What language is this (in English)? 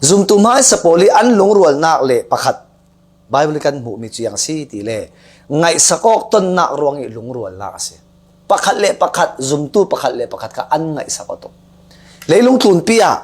Falam Chin